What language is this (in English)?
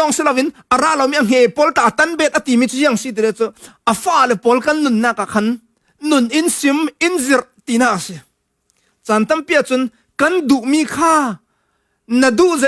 Falam Chin